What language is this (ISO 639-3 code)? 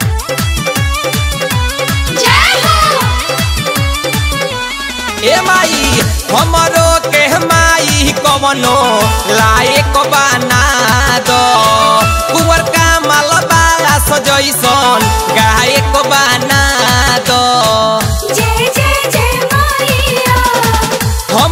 bho